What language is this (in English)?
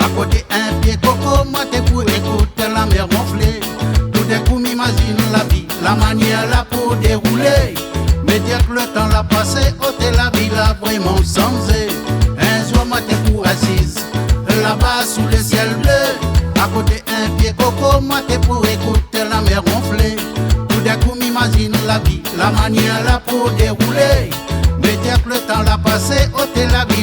Réunion Creole French